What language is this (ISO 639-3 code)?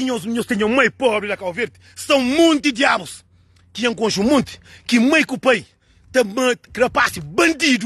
kea